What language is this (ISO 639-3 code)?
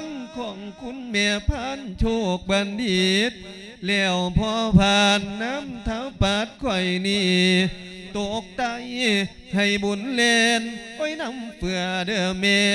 lao